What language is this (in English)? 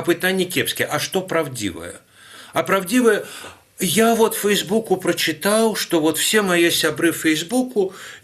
Belarusian